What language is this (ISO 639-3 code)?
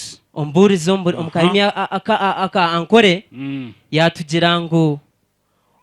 nyn